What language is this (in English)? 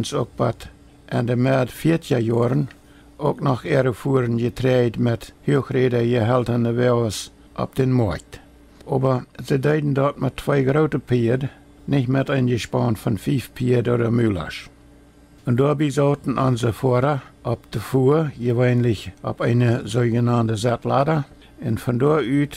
Plautdietsch